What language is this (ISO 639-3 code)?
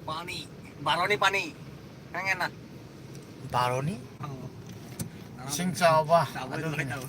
mni